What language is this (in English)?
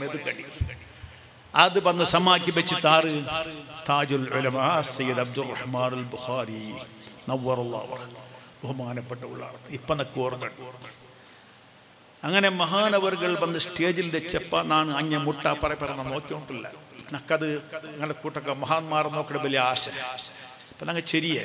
Malayalam